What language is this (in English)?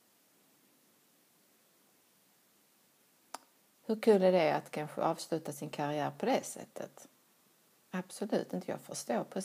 Swedish